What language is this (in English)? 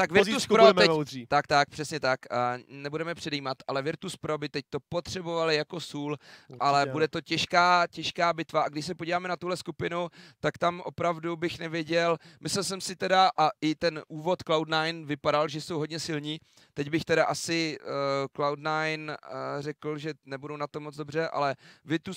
Czech